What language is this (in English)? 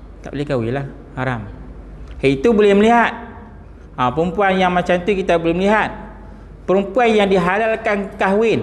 Malay